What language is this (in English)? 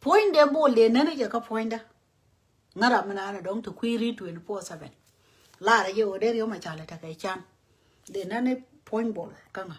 Nuer